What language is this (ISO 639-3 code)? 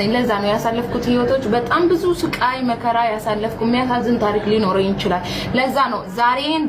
amh